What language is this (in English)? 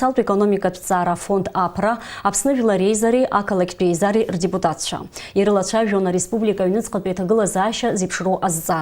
Abkhazian